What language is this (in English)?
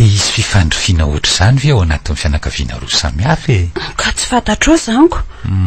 Malagasy